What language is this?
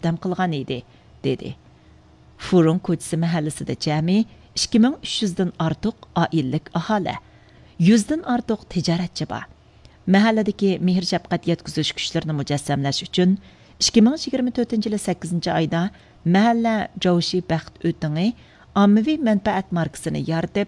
Uyghur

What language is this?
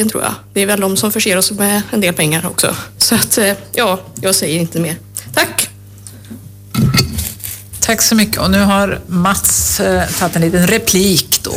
Swedish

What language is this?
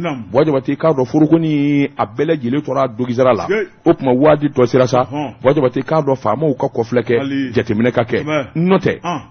Bambara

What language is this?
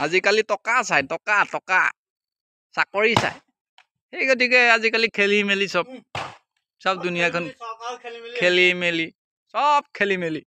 Assamese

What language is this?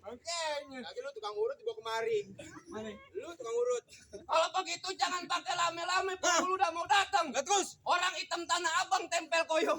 Betawi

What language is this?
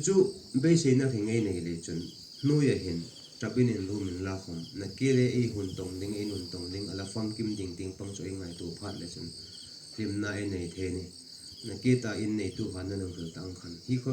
Hmar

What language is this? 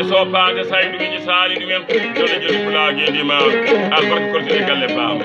Fula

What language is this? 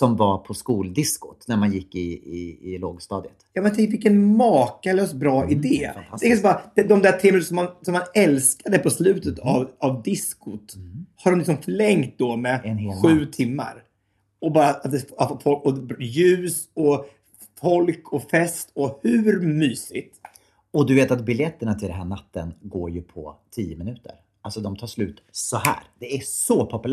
Swedish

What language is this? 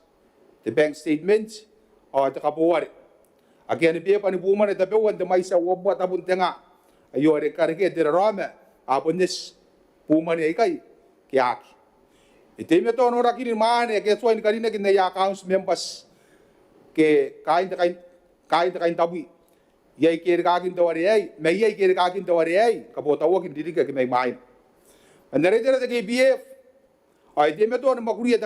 Gilbertese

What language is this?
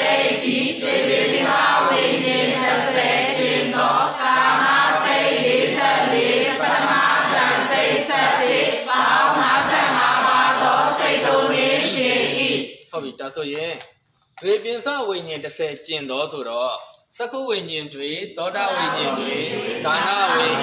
Burmese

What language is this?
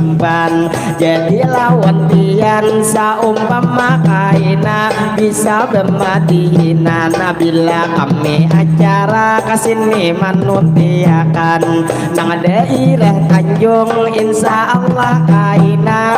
Banjar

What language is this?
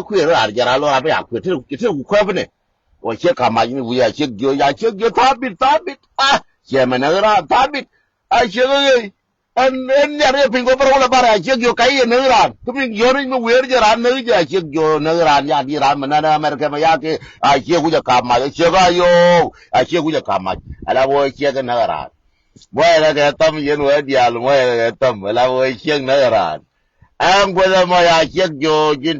Nuer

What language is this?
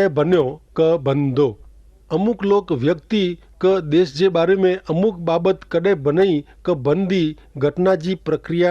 Kachhi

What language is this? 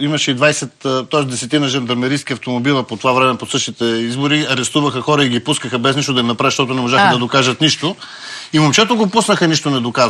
Bulgarian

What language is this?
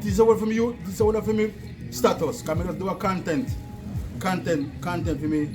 Jamaican Creole English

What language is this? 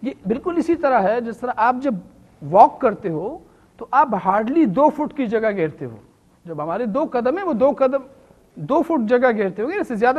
Urdu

